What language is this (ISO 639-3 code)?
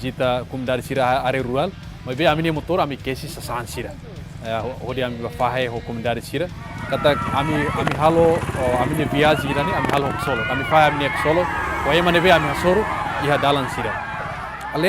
tet